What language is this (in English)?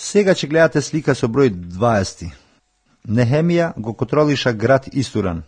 Macedonian